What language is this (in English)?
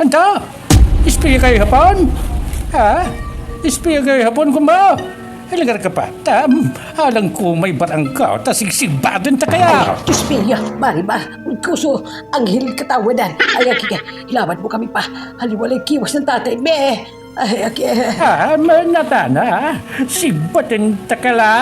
Pangasinan